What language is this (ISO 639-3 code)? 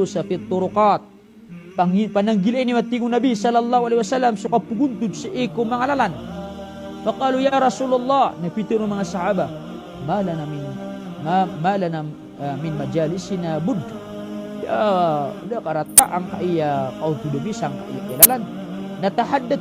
mrw